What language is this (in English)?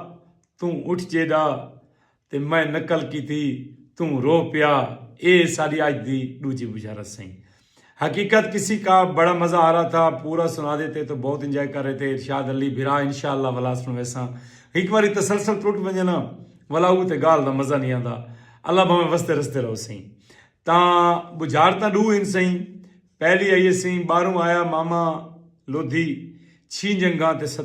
Saraiki